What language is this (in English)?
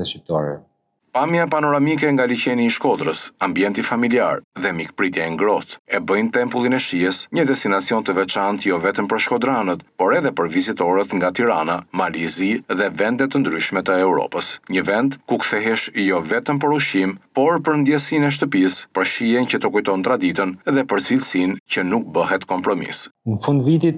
Albanian